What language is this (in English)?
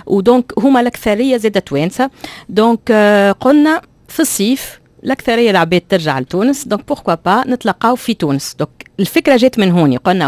Tunisian Arabic